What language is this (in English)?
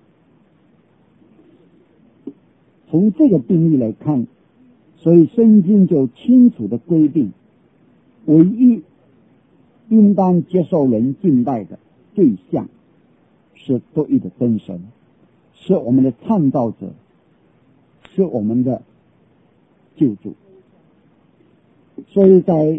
Chinese